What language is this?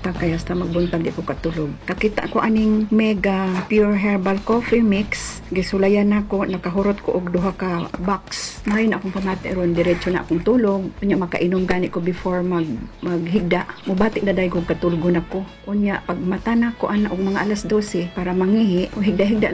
Cebuano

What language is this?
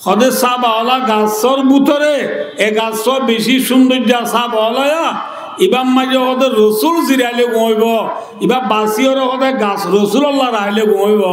Rohingya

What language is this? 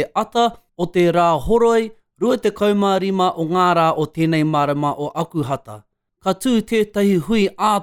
Māori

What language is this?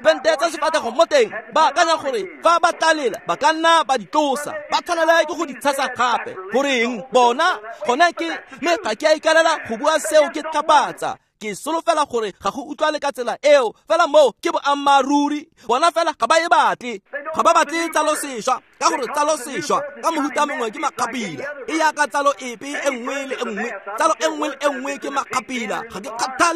Tswana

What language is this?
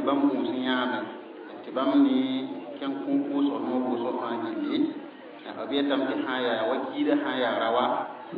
Mossi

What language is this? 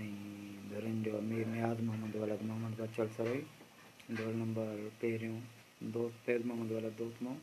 Sindhi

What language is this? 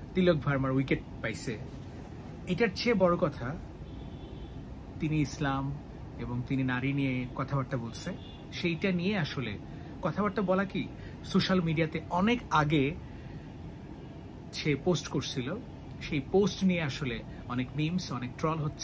Bangla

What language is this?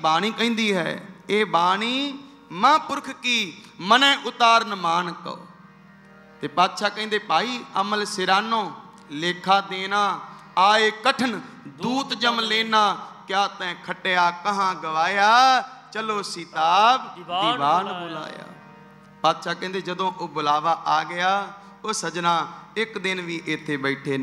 Punjabi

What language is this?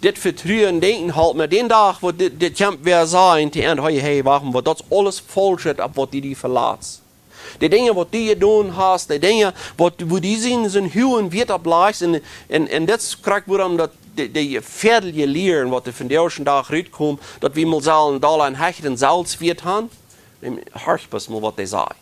Plautdietsch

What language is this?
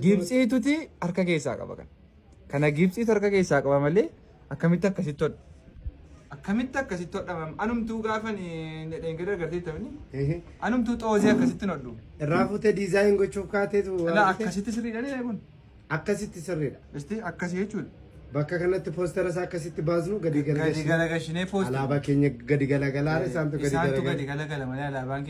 Oromo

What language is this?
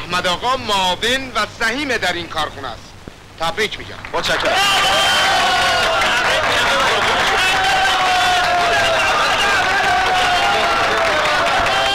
Persian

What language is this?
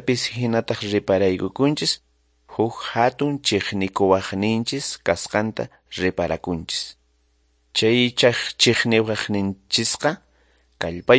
Quechua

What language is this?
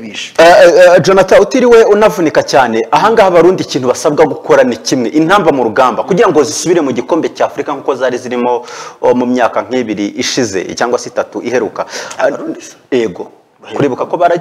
Kinyarwanda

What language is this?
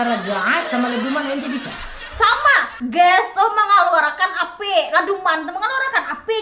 Banjar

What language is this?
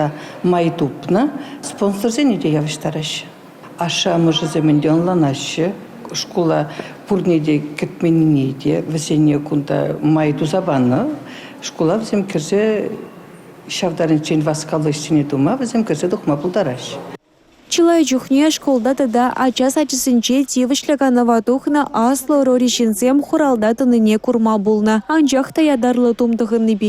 Chuvash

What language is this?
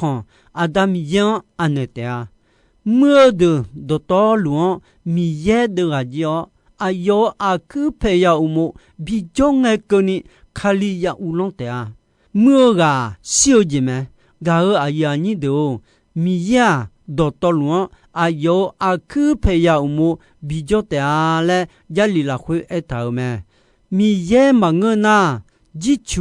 Akha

